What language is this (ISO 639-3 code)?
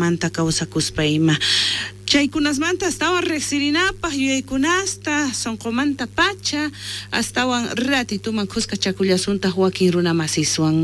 quh